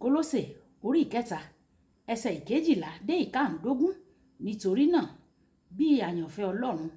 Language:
Yoruba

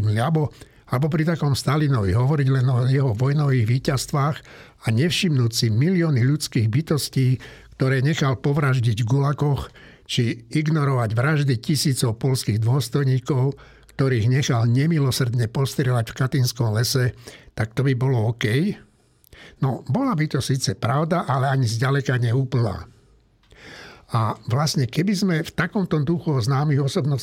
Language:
Slovak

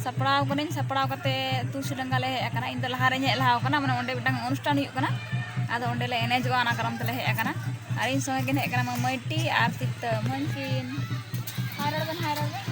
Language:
Santali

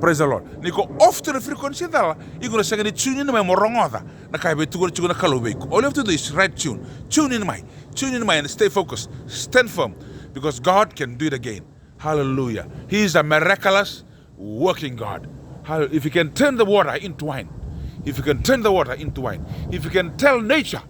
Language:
Fijian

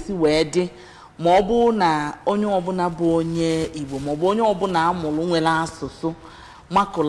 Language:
Igbo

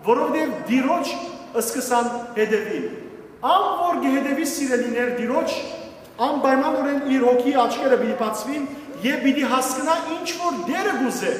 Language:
Western Armenian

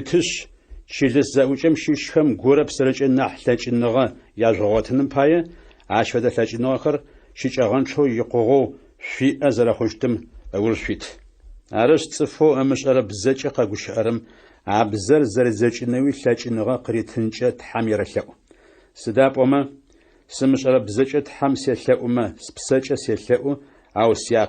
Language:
Adyghe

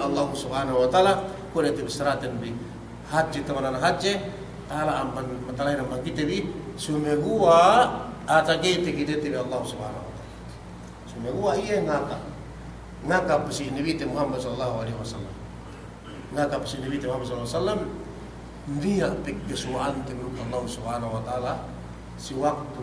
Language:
Yakan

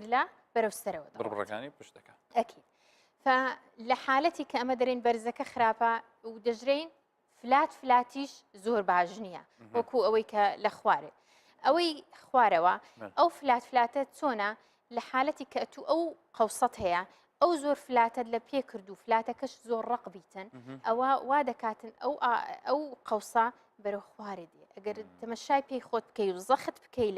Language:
Central Kurdish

